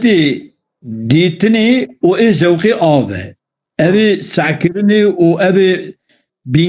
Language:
Kurdish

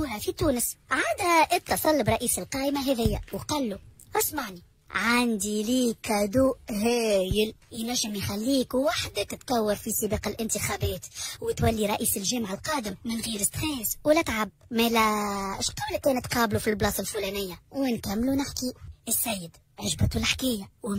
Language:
Tunisian Arabic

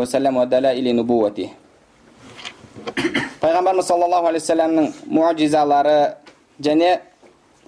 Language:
Kazakh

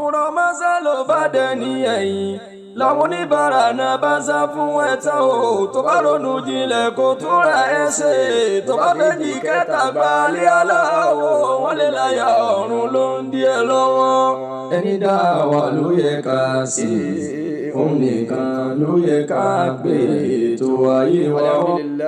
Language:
Yoruba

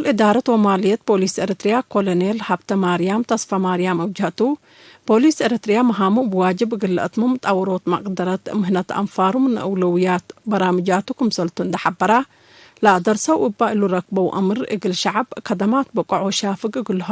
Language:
Tigre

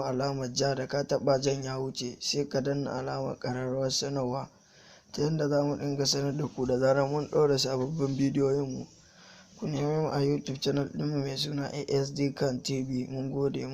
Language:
Hausa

